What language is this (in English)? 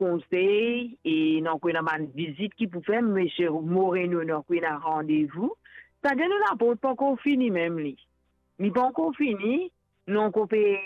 Morisyen